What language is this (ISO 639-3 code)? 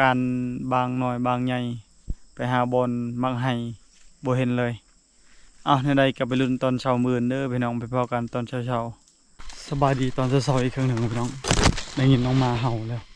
lao